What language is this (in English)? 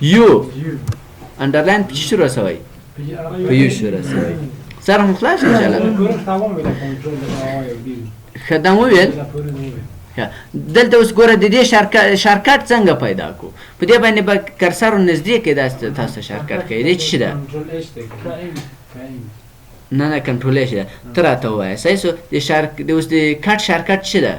Pashto